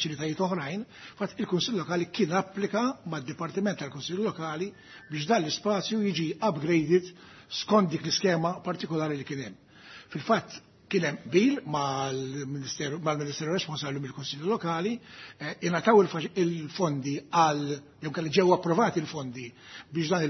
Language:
Maltese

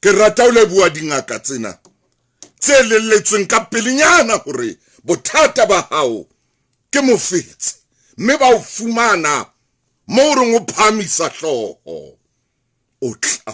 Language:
Southern Sotho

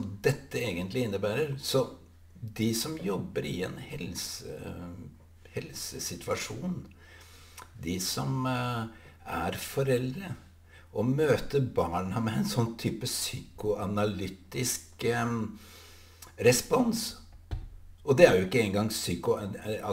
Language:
Norwegian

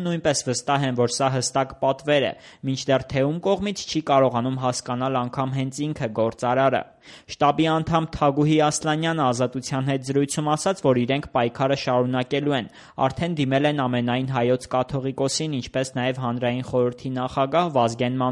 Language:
Armenian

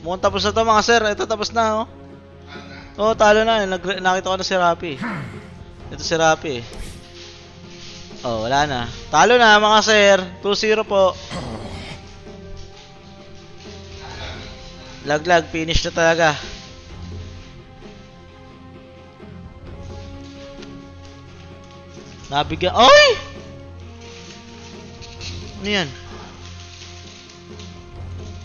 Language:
Filipino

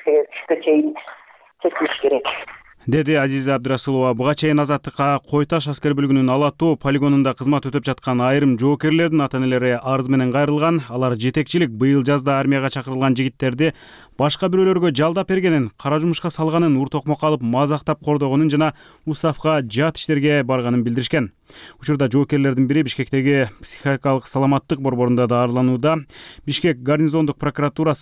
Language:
Kyrgyz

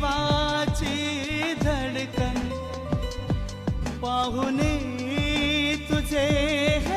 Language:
Marathi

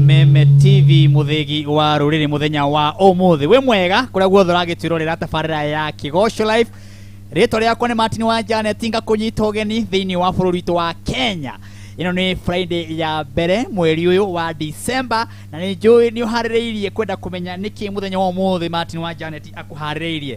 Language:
Kikuyu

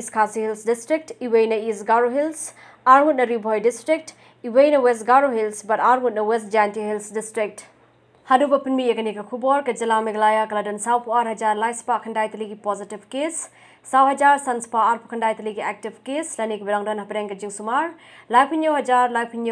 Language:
Khasi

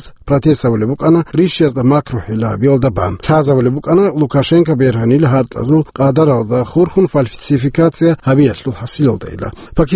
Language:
Avaric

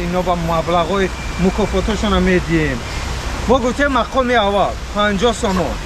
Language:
Tajik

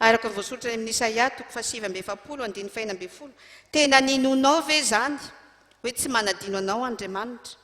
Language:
Malagasy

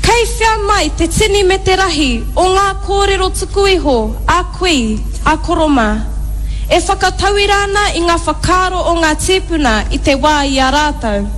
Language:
Māori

